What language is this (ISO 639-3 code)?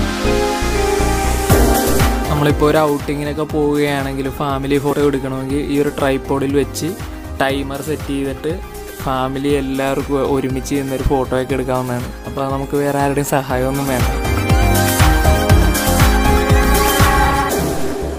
mal